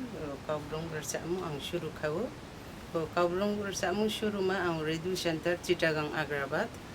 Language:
Kok Borok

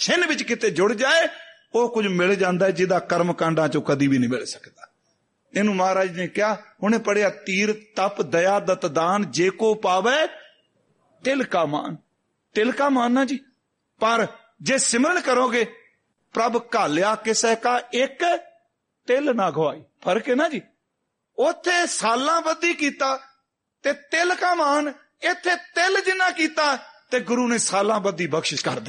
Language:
Punjabi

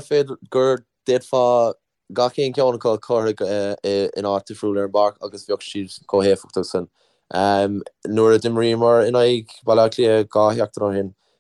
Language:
Irish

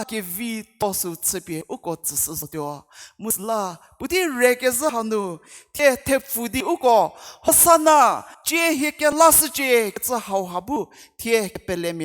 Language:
Angami Naga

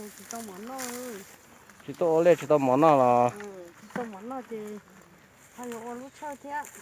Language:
Hmong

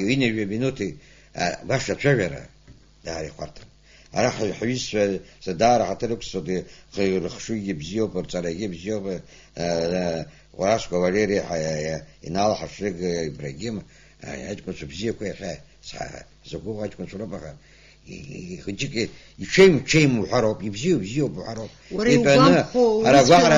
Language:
Abkhazian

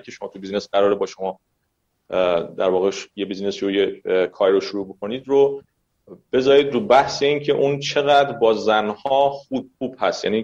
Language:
Persian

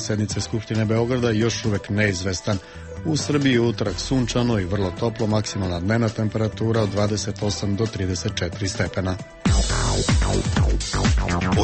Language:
Serbian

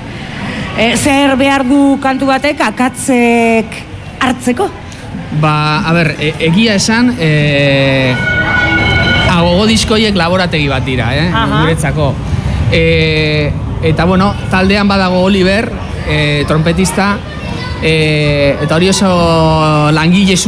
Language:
Basque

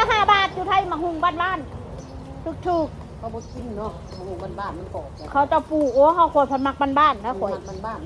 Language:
Northeastern Thai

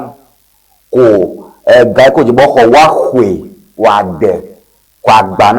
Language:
Ewe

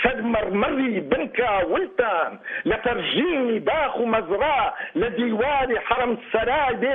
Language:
Central Kurdish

